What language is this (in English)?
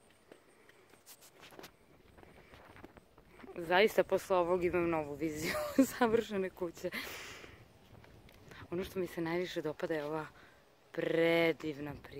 Serbian